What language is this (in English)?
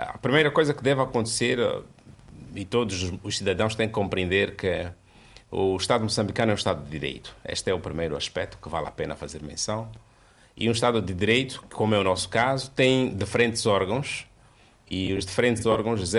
Portuguese